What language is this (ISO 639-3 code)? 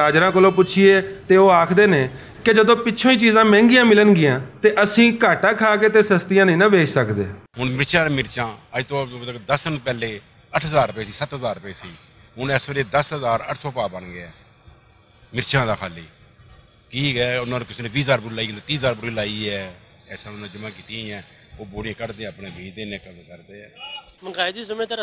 lah